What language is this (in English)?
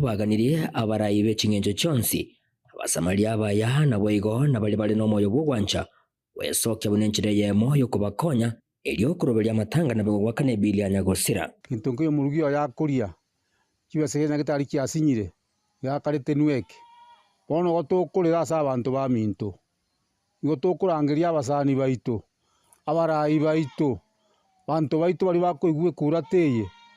Gusii